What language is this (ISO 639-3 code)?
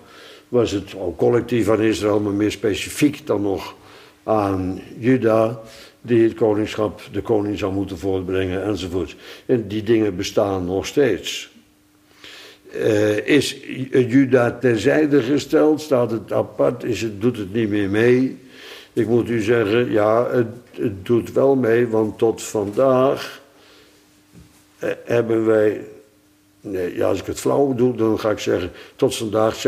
nld